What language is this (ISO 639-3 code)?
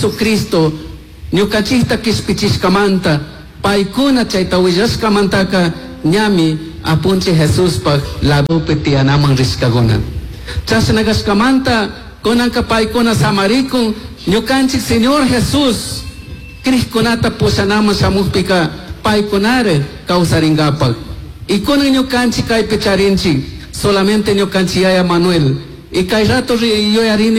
qug